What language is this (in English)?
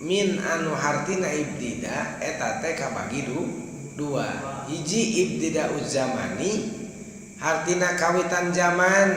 Sundanese